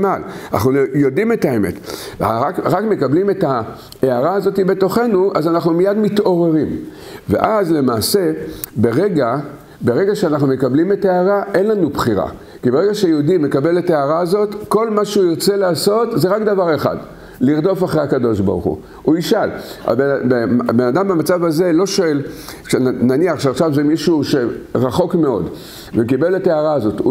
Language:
Hebrew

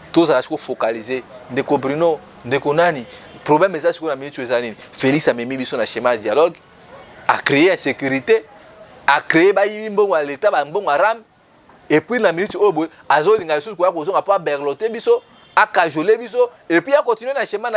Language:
Lingala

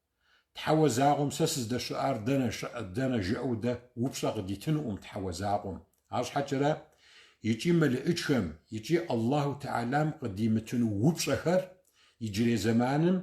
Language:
Kabardian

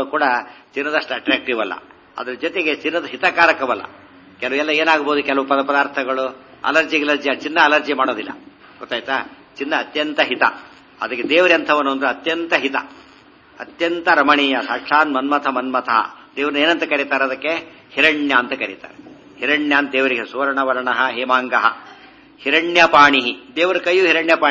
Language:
Kannada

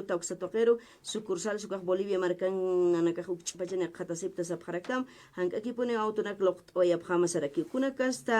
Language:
Aymara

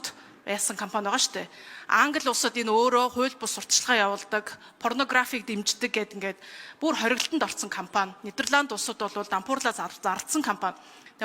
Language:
Mongolian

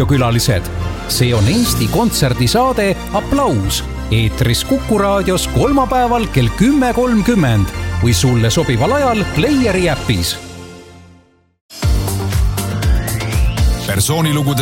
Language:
Estonian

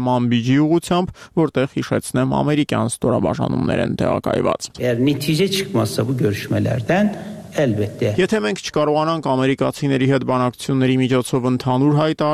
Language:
Armenian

